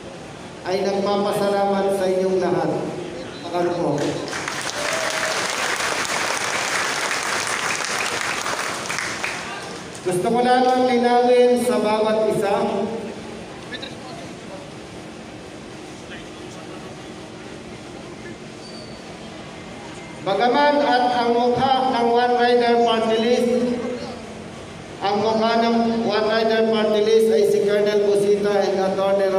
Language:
Filipino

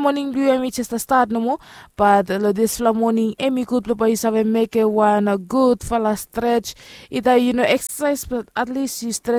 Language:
Bislama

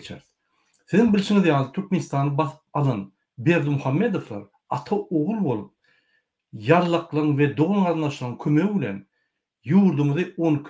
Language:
Turkmen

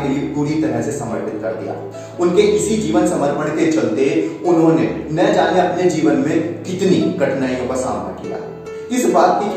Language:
Hindi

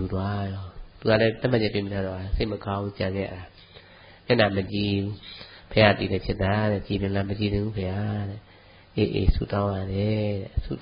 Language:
Burmese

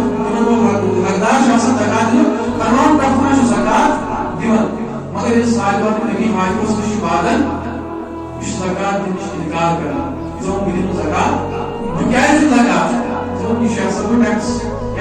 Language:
Kashmiri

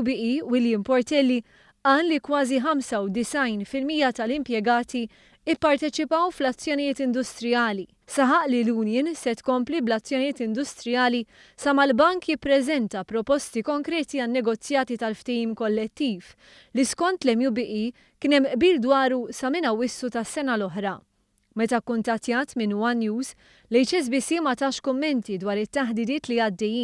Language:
Maltese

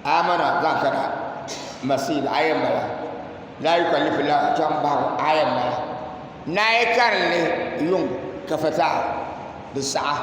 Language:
Dagbani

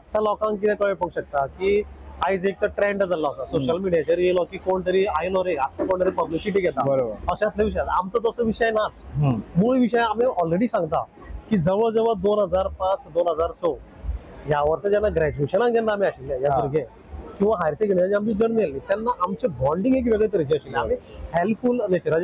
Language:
Konkani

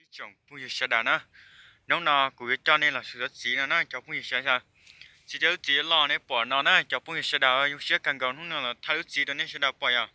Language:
Hmong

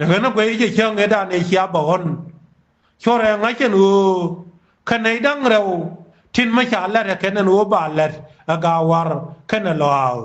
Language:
Nuer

